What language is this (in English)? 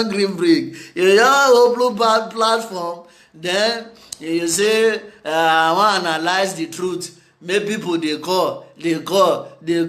Nigerian Pidgin